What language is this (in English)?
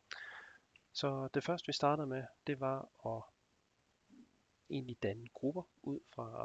Danish